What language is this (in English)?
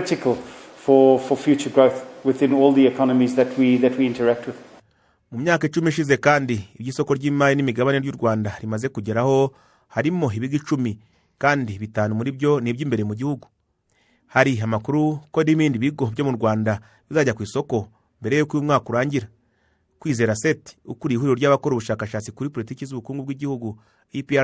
Kinyarwanda